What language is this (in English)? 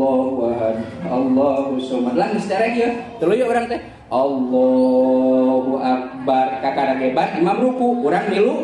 Sundanese